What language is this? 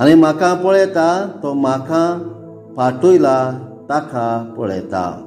Konkani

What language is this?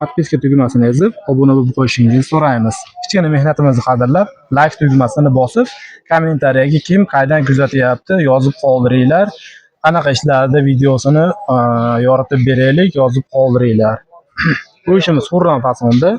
Uzbek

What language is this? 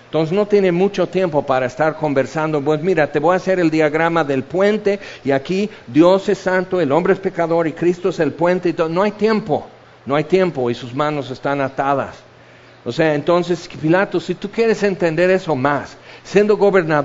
Spanish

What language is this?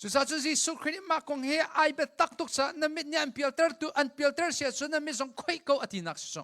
Hakha Chin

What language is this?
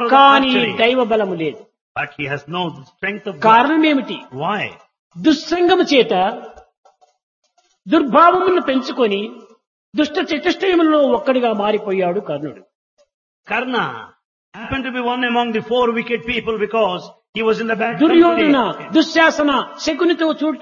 Telugu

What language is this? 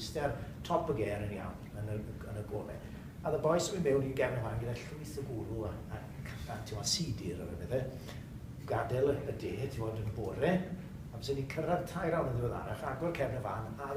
Welsh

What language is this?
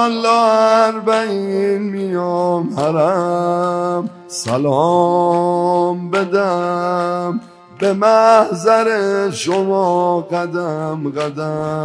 Persian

